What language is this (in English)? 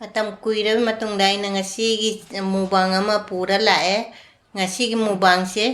Manipuri